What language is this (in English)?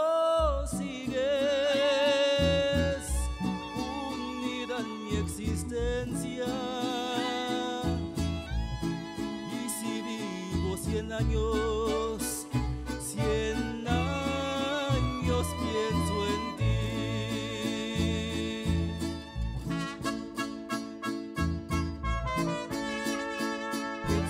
Spanish